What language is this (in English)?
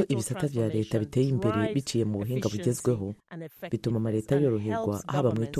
Kinyarwanda